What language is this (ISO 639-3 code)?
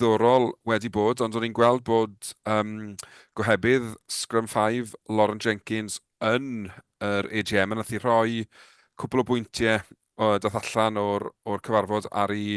cym